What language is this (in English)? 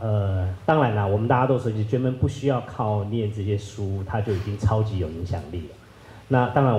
Chinese